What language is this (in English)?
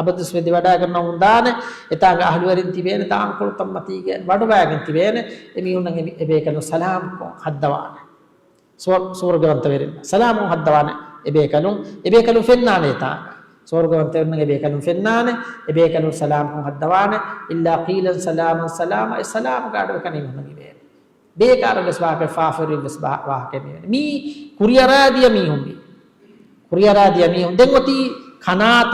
Divehi